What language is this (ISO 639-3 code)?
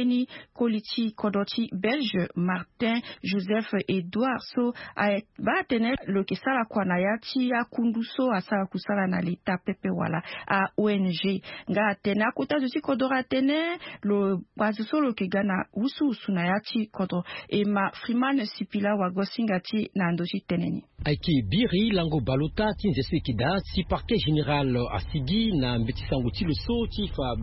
sag